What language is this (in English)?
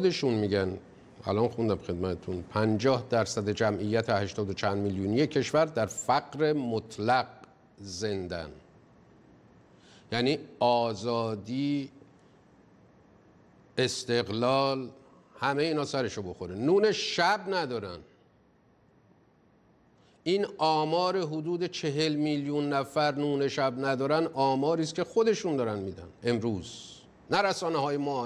Persian